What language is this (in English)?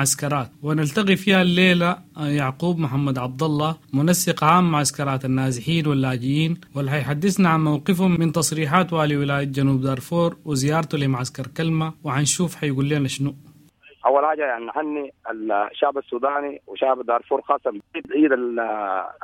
Sudanese Arabic